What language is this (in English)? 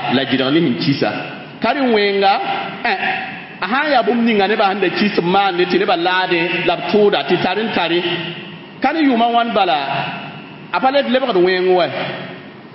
Mossi